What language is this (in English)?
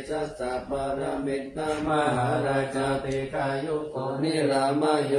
Pali